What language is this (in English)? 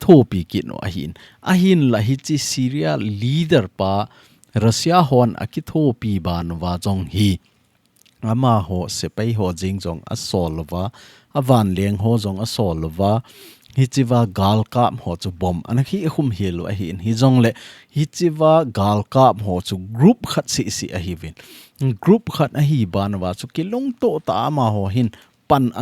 Thado Chin